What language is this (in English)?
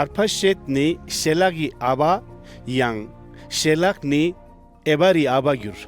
Ladakhi